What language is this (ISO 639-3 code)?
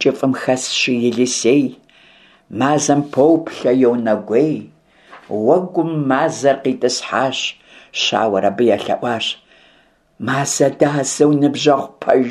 kbd